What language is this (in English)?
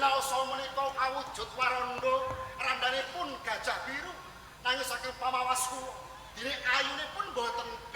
Javanese